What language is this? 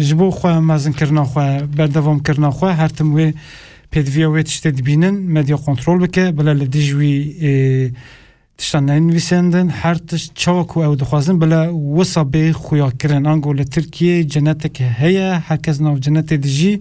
Kurdish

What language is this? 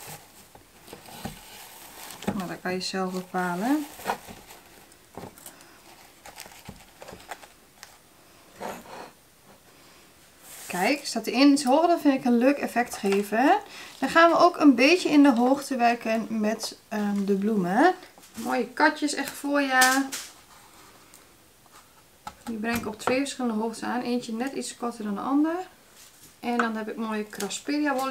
Dutch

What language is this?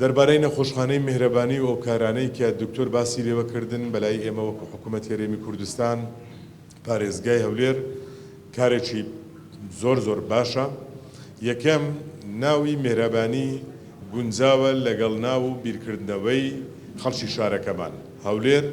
Central Kurdish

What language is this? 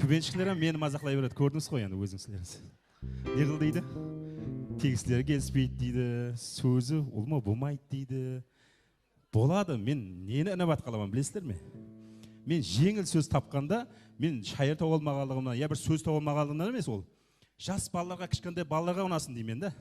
Kara-Kalpak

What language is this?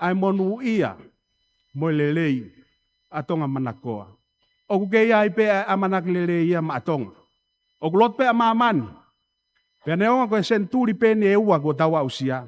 Tongan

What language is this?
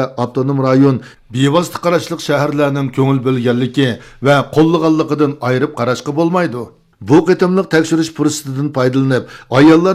Uyghur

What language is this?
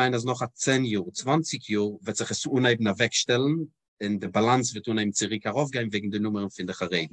Yiddish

